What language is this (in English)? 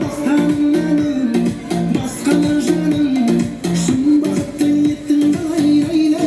Kara-Kalpak